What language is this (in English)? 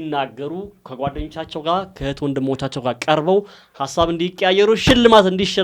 Amharic